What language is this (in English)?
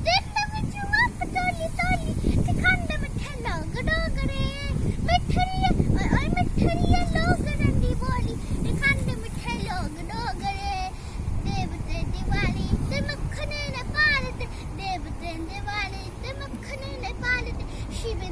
Dogri